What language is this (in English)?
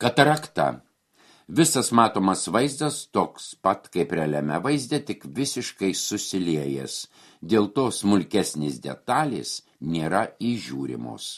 Lithuanian